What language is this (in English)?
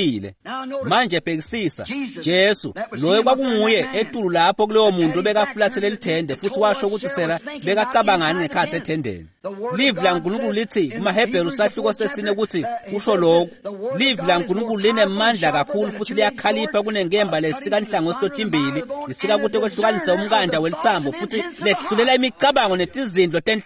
Swati